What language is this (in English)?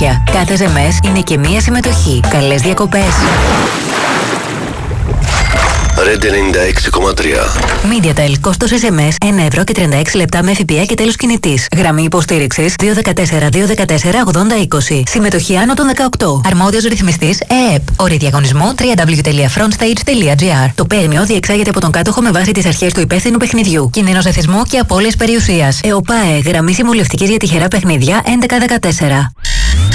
Greek